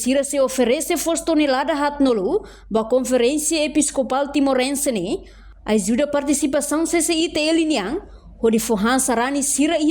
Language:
Tetum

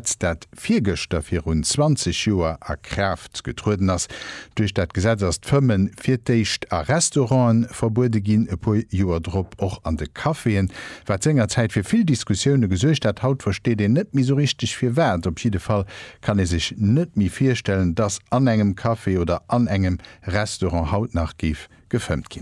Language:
Luxembourgish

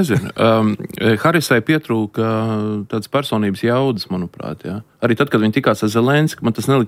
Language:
Latvian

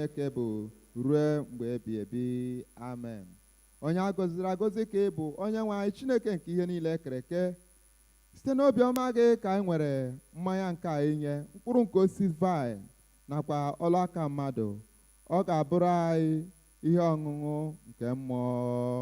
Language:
Igbo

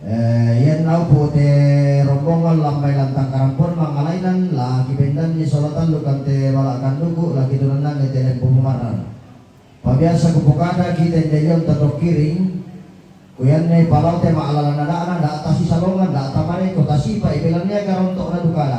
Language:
Toraja-Sa'dan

